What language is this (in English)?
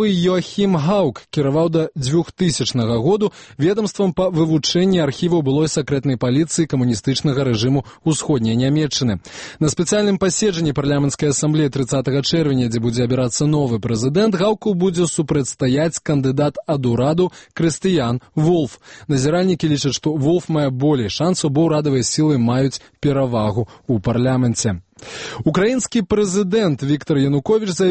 Belarusian